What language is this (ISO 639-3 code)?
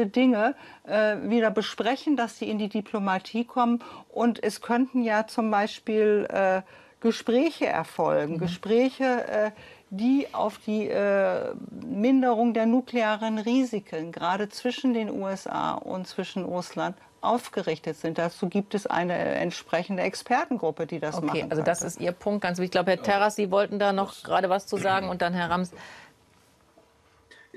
deu